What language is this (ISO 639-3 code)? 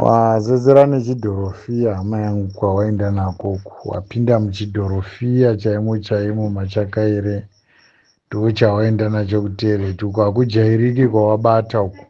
sna